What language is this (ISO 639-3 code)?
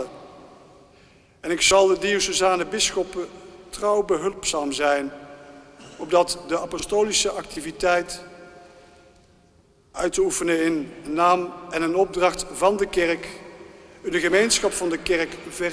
nld